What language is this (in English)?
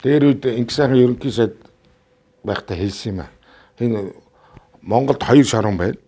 Mongolian